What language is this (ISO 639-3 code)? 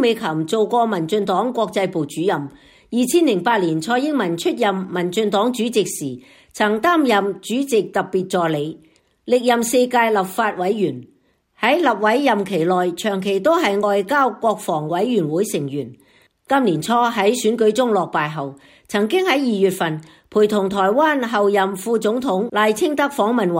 yue